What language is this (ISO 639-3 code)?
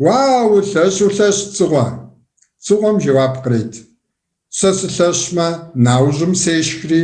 kbd